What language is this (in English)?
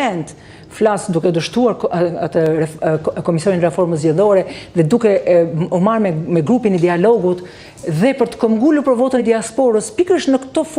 Albanian